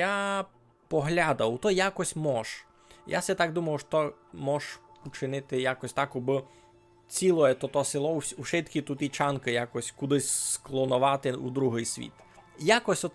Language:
Rusyn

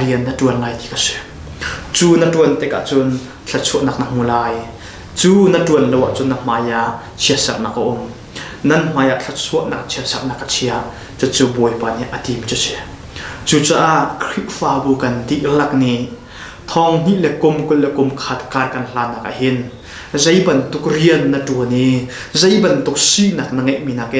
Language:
Hakha Chin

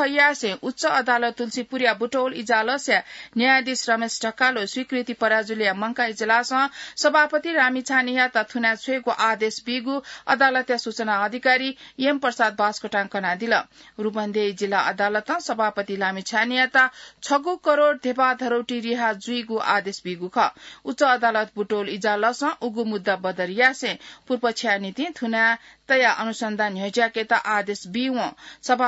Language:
Newari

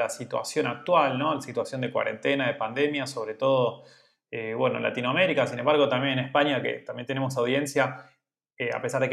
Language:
Spanish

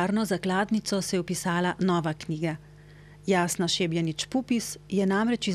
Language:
Slovenian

